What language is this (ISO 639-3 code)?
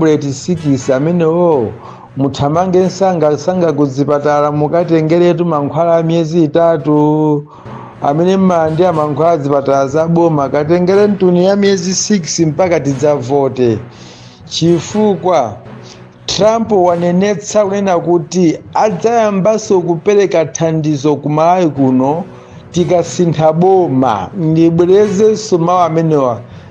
nya